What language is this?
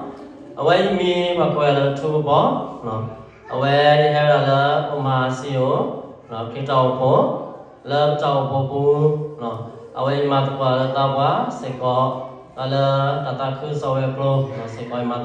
S'gaw Karen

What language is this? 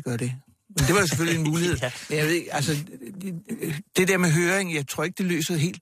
Danish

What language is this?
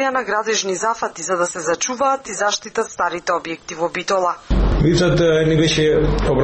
Macedonian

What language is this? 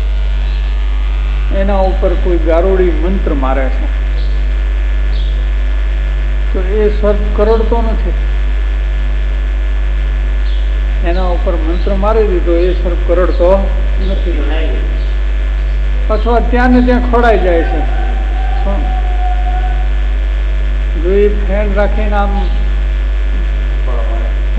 Gujarati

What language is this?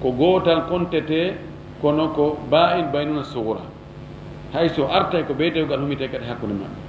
Fula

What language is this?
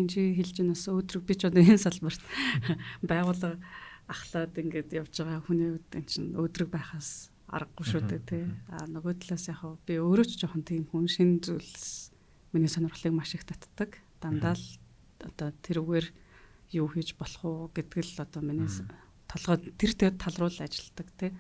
Mongolian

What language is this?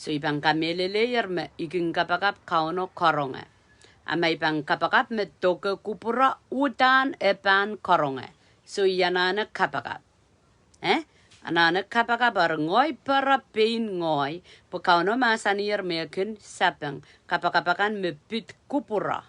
Pohnpeian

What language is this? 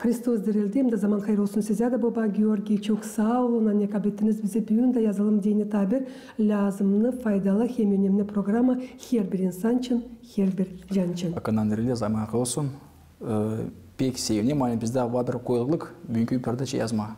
Gagauz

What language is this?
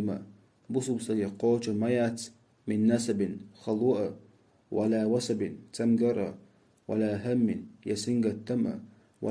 Chechen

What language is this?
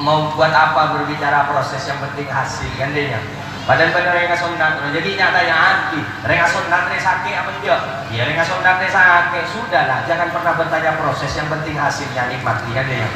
Madurese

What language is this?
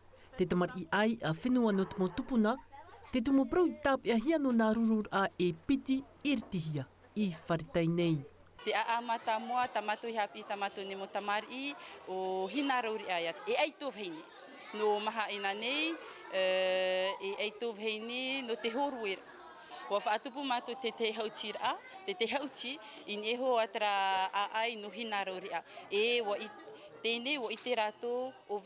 Tahitian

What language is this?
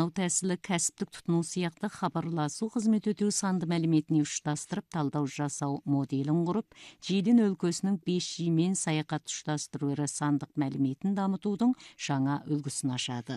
Kazakh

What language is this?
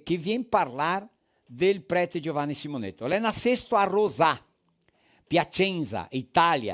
Venetian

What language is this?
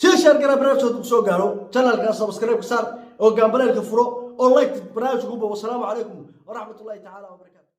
Somali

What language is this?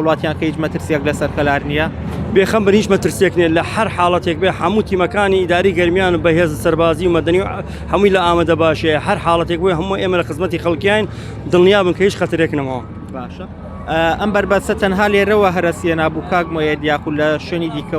Central Kurdish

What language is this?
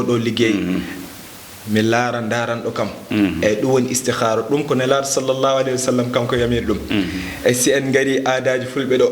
Fula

